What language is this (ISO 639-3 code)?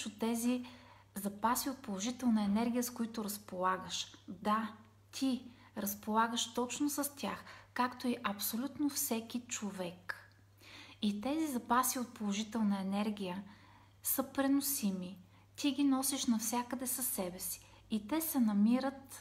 bul